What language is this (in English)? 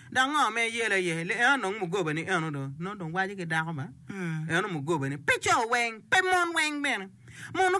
Acoli